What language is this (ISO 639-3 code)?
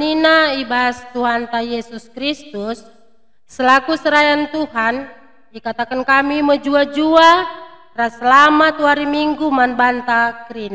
btx